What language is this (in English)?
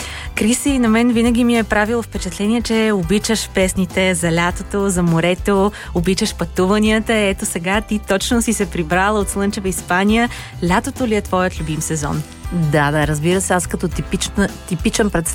Bulgarian